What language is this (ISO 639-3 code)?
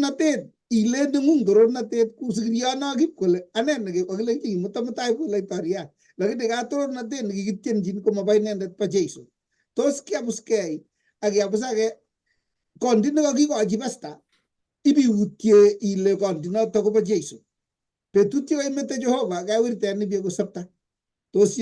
kln